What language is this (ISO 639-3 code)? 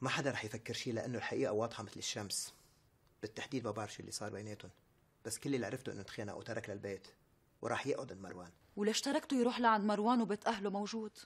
apc